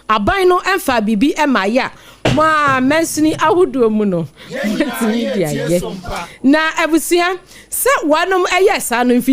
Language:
Akan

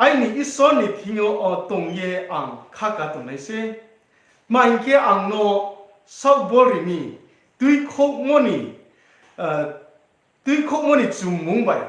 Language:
Riang (India)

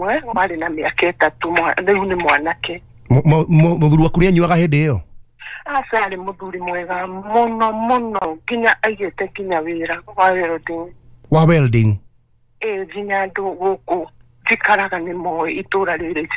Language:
Kikuyu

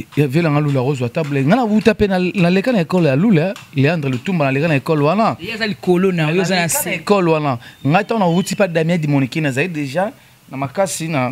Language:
Lingala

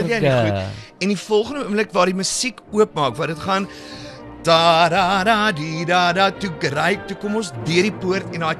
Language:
Afrikaans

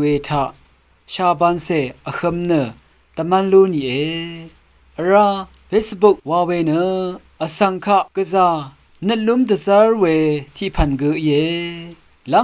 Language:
Rawang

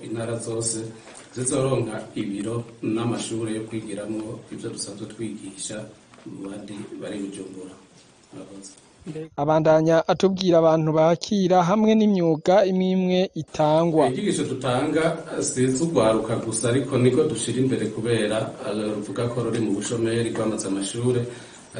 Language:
Rundi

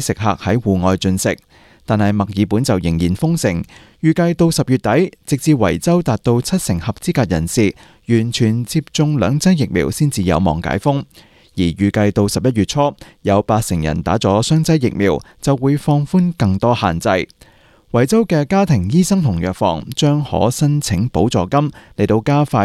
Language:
Cantonese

